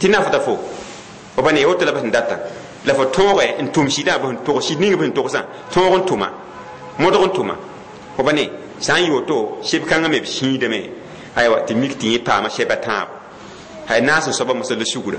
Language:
Mossi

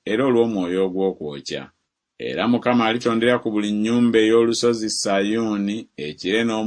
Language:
Ganda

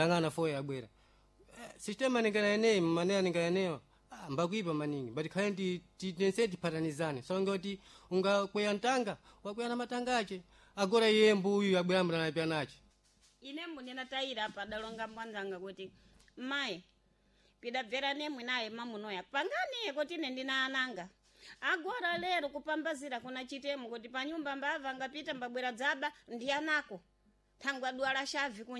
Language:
Sena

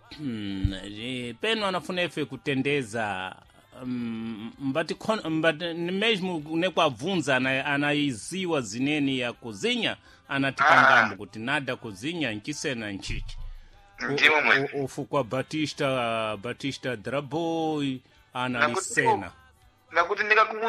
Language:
Sena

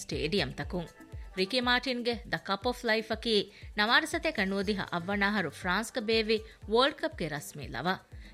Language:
Divehi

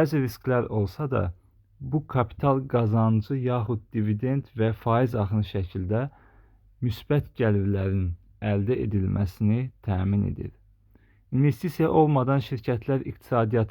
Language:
Azerbaijani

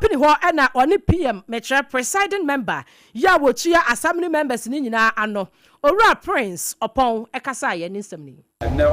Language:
Akan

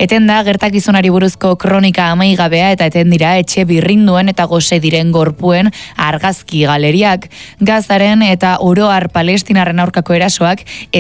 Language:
Basque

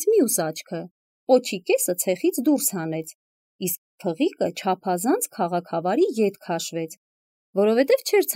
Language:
Armenian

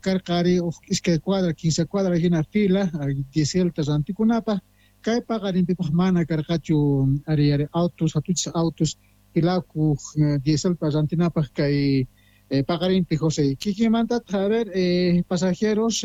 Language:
Quechua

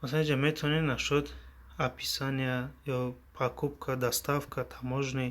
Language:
Tajik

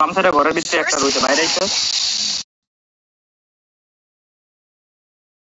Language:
Bangla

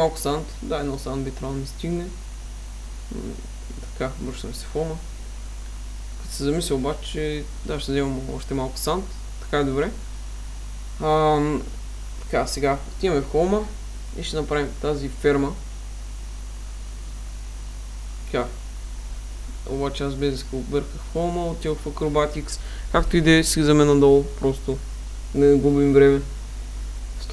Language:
Bulgarian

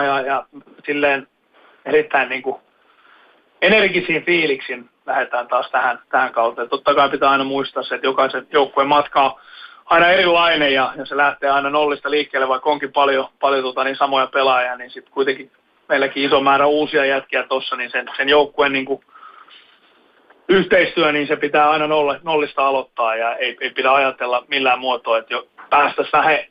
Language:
Finnish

